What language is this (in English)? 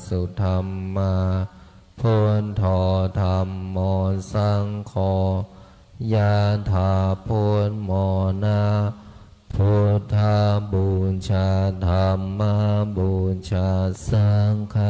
Pali